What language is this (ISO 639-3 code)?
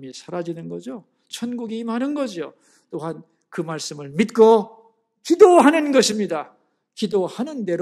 kor